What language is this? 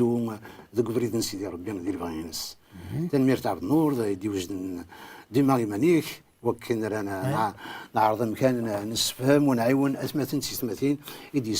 Kabyle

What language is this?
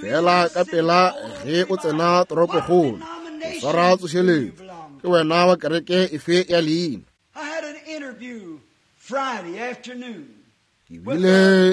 Northern Sotho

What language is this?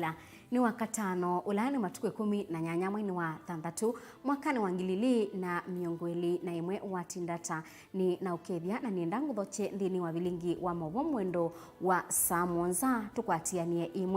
Kamba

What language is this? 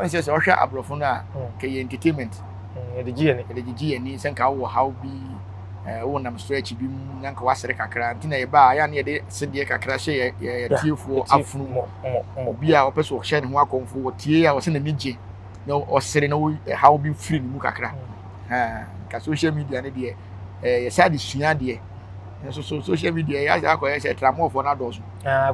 Akan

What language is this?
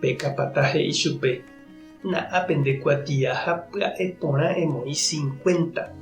Guarani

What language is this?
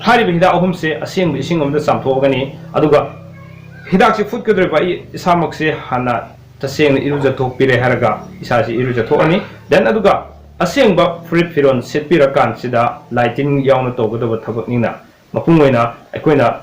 Manipuri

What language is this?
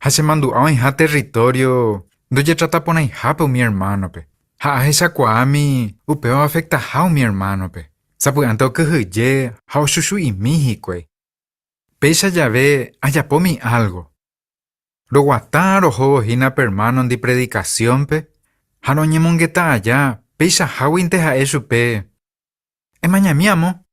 Guarani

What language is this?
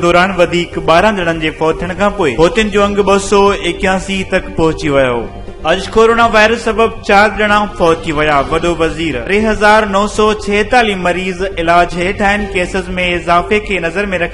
Sindhi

